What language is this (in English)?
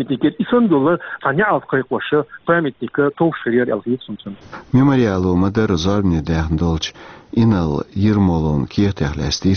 Chechen